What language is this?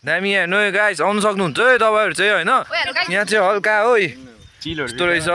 Nepali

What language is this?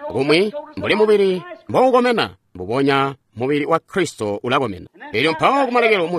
Tonga (Zambia)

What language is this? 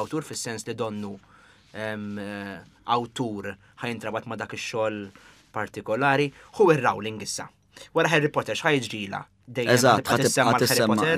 Maltese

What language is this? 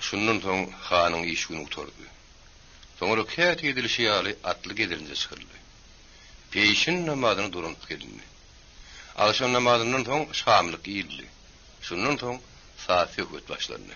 Turkmen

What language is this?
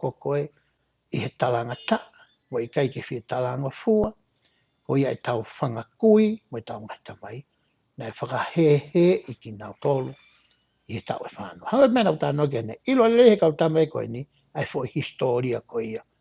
Tongan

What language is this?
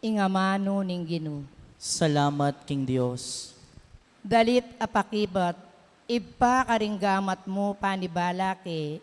Pampanga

